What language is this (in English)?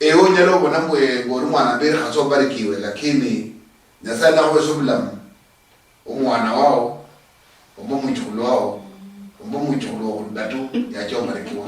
Luyia